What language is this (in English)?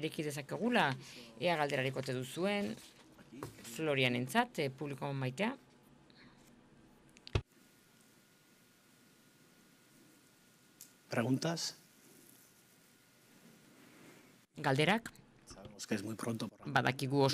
Basque